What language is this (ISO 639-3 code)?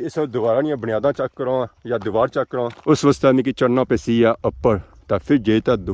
phr